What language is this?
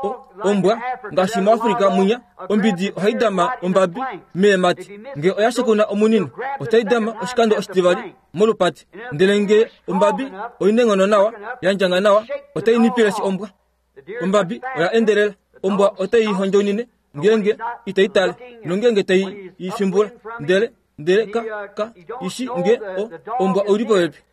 Kuanyama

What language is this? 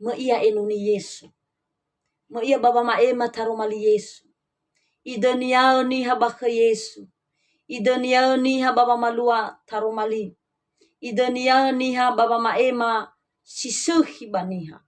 Nias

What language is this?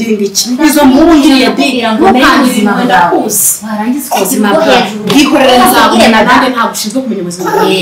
Kinyarwanda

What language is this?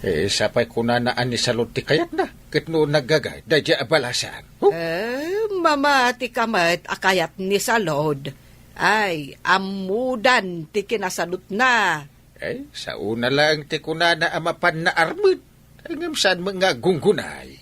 Iloko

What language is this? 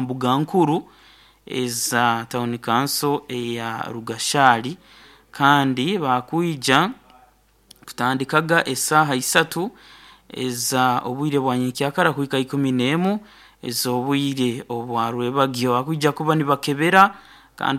Nyoro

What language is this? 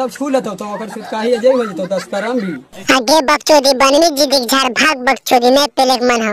Magahi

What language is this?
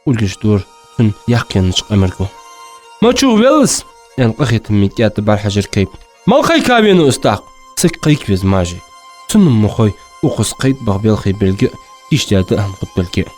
Ingush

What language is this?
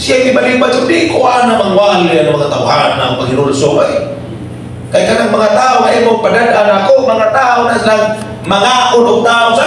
Cebuano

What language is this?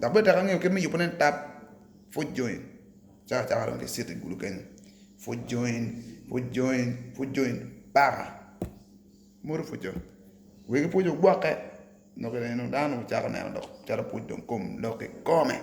Acoli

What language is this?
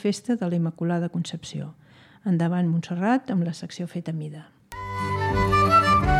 Catalan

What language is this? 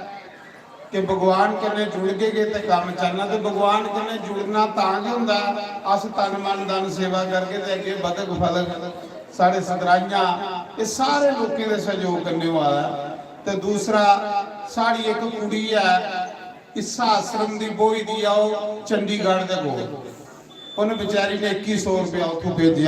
Dogri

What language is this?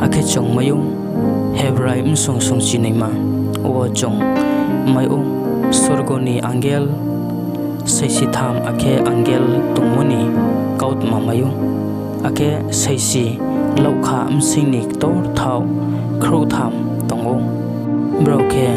Riang (India)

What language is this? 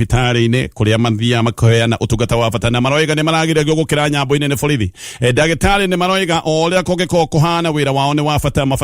Kikuyu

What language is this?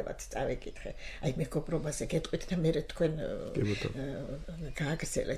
Georgian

